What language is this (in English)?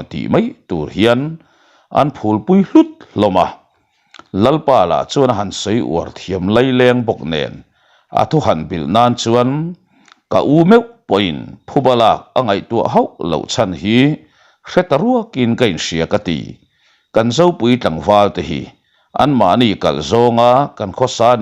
Mizo